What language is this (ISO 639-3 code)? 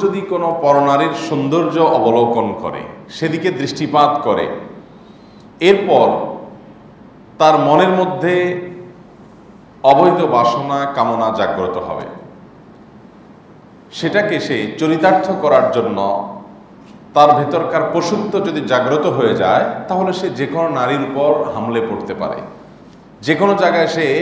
ben